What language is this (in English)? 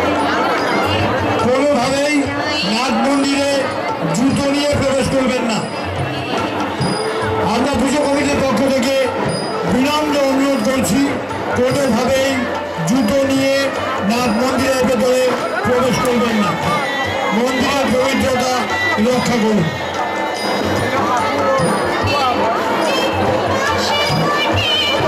Bangla